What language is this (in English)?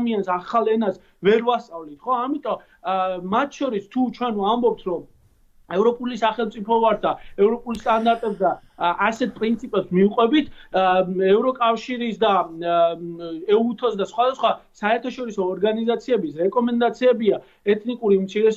Georgian